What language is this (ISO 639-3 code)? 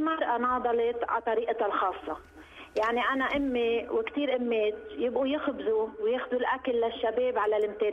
apc